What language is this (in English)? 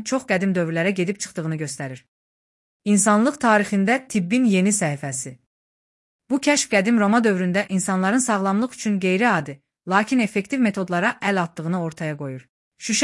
Azerbaijani